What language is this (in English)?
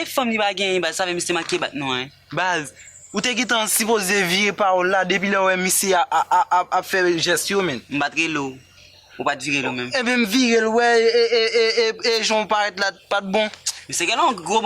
Haitian Creole